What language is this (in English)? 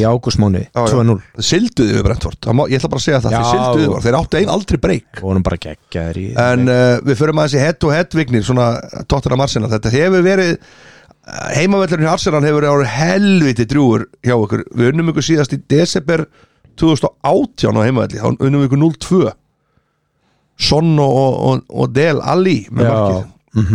Icelandic